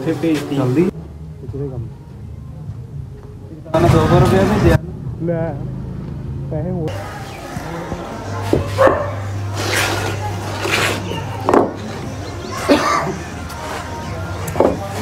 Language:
Punjabi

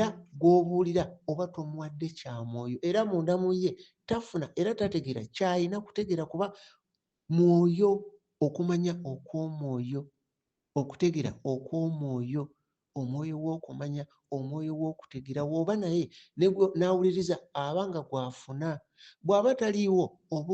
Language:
Ganda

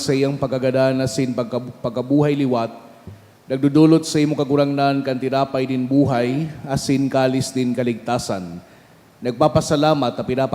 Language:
Bikol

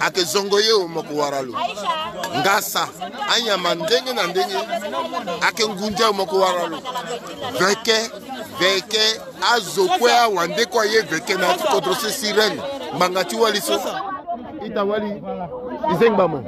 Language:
Sango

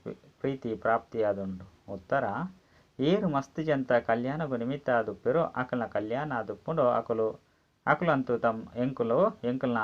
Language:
Tulu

